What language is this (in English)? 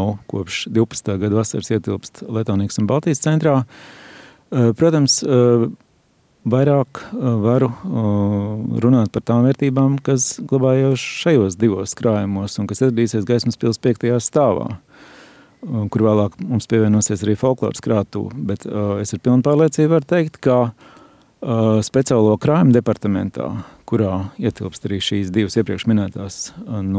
Latvian